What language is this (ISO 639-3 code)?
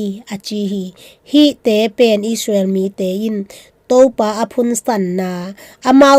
ctd